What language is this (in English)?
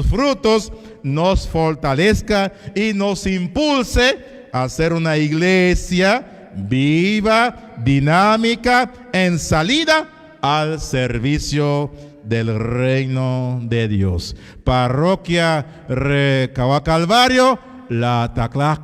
Kekchí